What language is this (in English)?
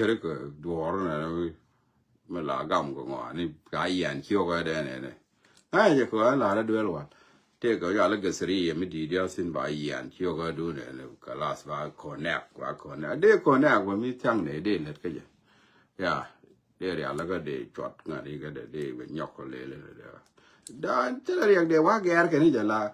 Nuer